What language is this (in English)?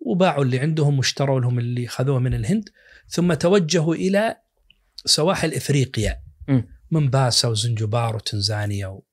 Najdi Arabic